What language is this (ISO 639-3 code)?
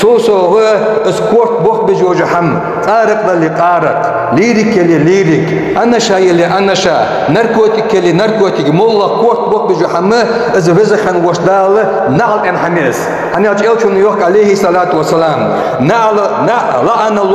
inh